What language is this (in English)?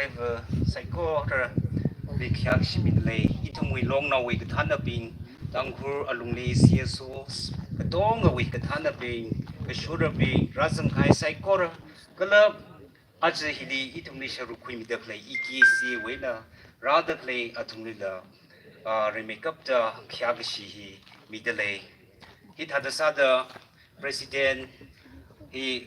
Tangkhul Naga (India)